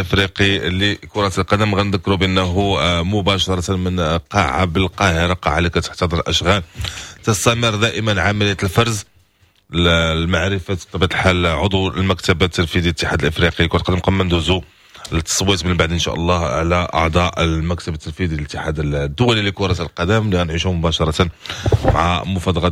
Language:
Moroccan Arabic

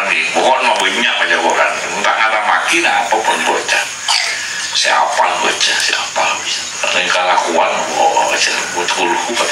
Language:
Madurese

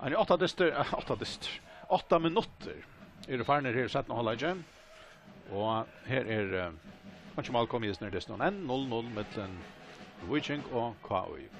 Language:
Faroese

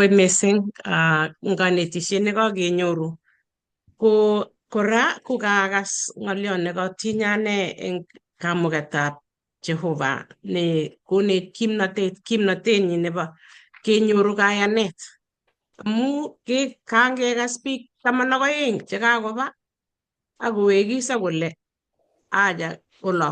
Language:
Kalenjin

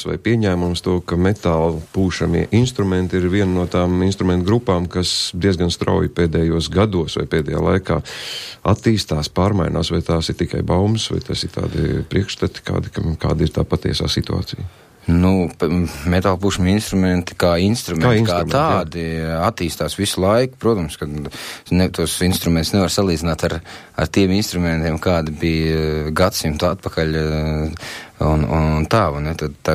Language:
Latvian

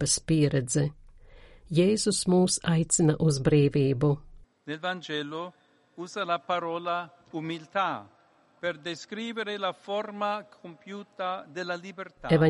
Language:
Latvian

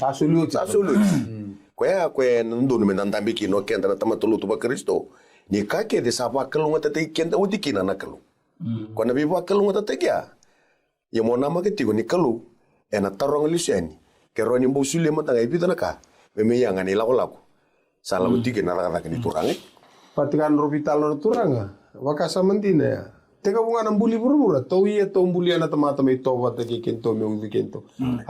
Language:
Fijian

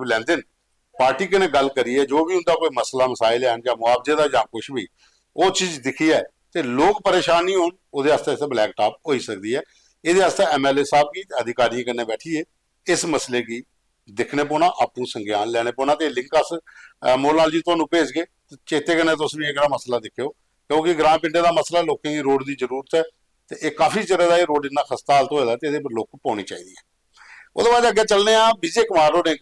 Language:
Dogri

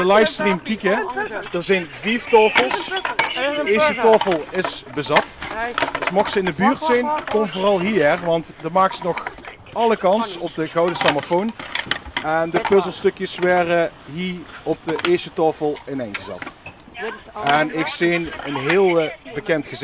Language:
Limburgish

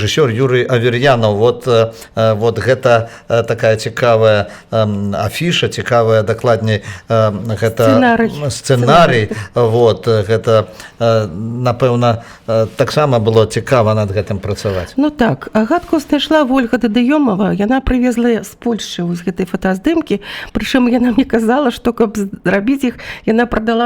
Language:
Belarusian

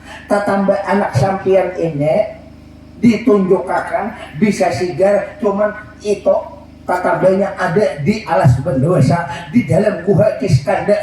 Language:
Banjar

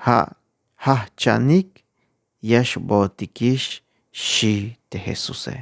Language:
Tzeltal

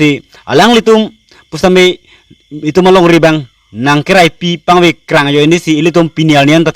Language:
Karbi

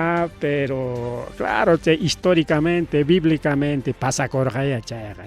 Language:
Ayacucho Quechua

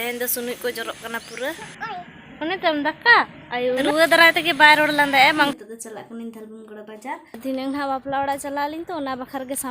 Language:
Santali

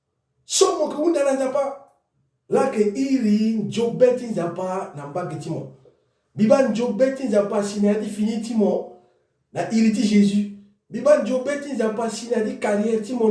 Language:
Sango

